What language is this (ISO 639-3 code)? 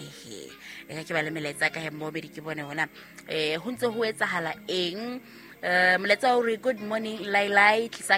sot